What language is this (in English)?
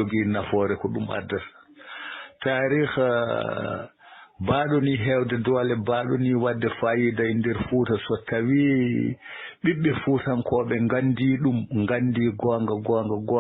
Fula